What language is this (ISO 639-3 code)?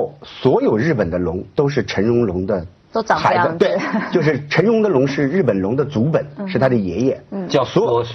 zho